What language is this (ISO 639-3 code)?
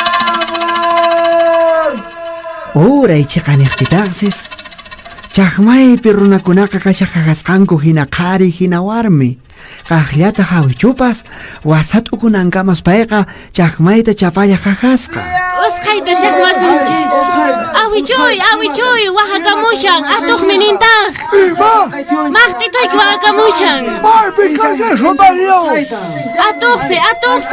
que